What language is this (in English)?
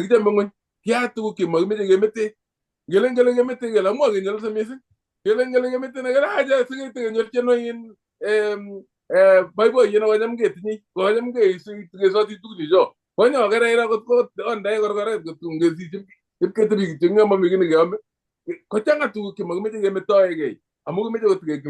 Kalenjin